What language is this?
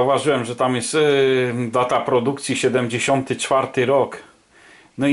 Polish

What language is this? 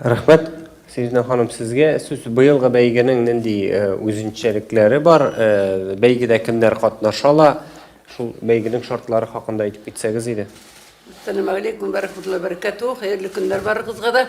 Tatar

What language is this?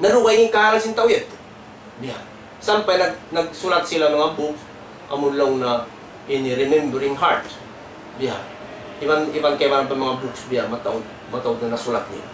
Tausug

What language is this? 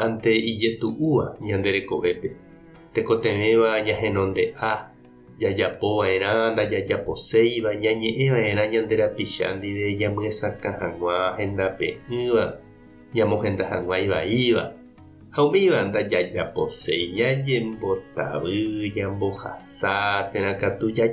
Guarani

